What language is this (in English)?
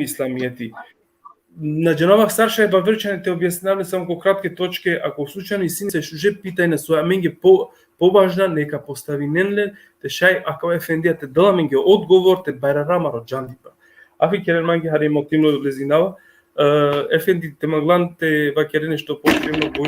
Balkan Romani